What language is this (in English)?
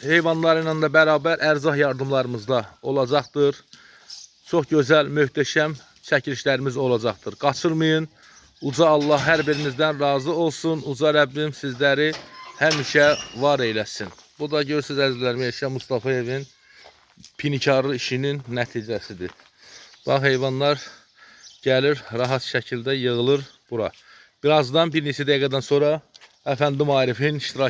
Azerbaijani